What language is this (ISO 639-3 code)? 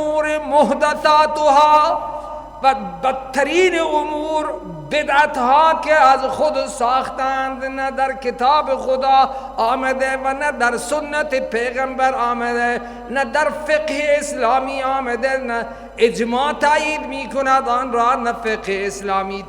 fas